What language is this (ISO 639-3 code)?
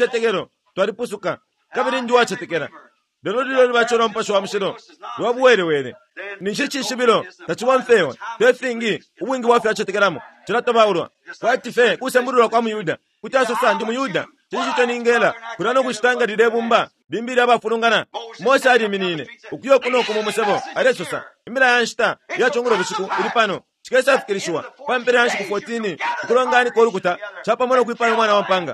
bem